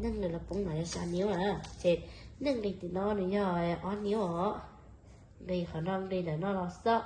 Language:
Hmong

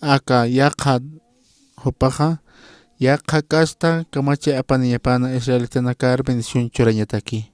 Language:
Aymara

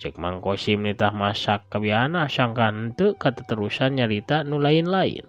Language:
Sundanese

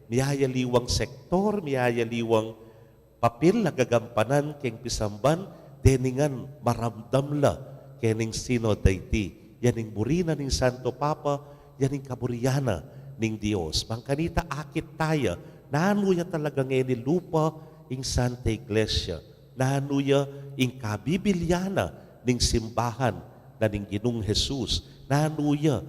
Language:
Pampanga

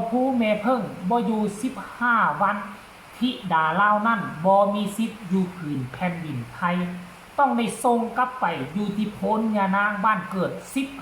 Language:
Northeastern Thai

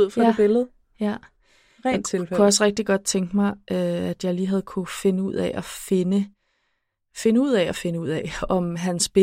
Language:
Danish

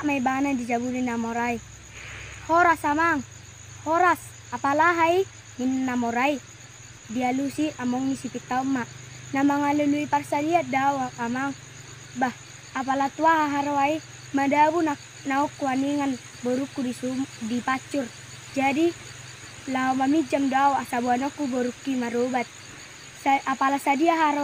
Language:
Batak Toba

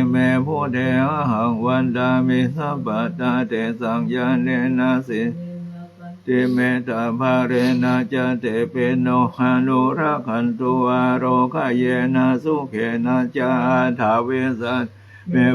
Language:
Pali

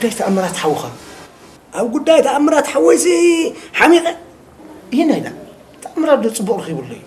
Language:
Tigrinya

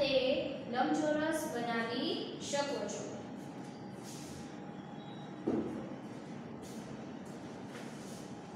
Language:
Gujarati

